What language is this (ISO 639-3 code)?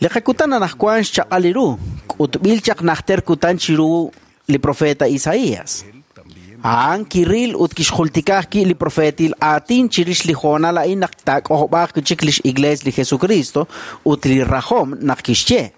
kek